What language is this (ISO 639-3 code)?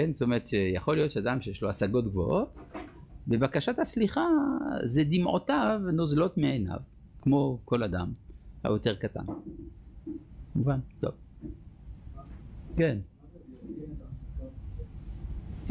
heb